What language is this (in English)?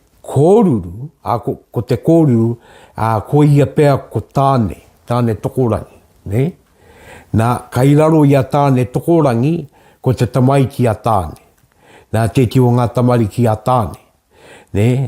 Māori